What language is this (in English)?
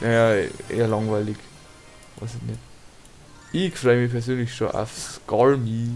Bavarian